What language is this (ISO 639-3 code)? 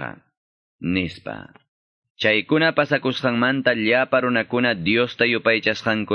que